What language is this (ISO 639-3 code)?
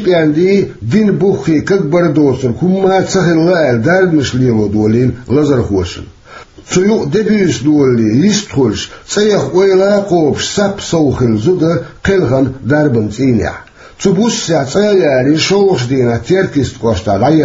che